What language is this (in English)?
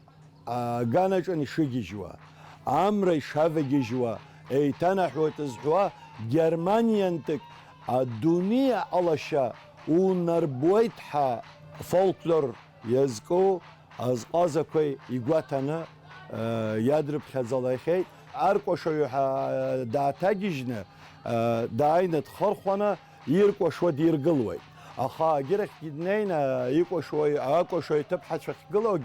Abkhazian